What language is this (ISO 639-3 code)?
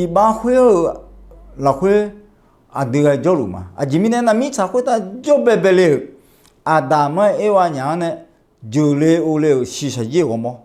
ahk